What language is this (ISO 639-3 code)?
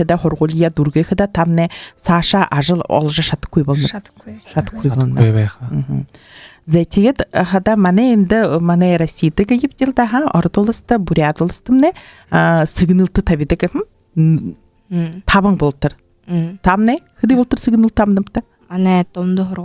bua